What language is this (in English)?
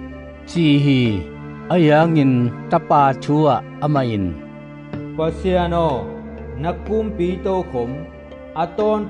Tedim Chin